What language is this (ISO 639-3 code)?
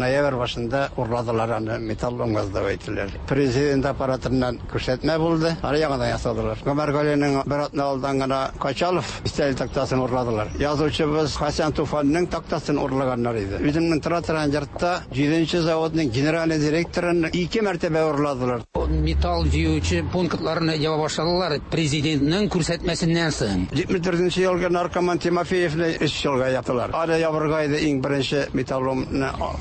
tat